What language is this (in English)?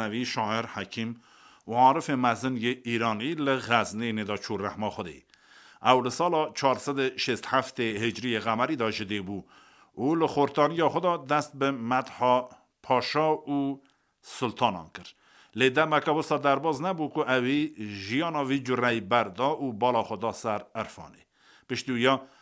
Kurdish